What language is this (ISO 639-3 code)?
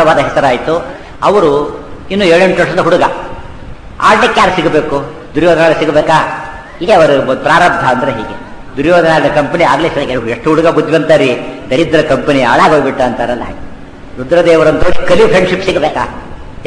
kan